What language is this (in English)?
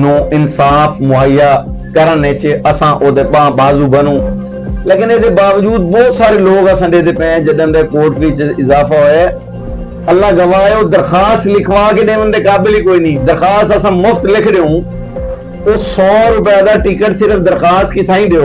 Saraiki